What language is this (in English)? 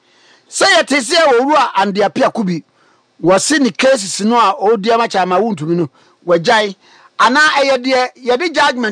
Akan